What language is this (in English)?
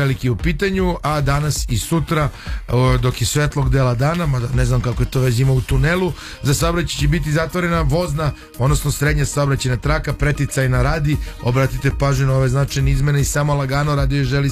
Serbian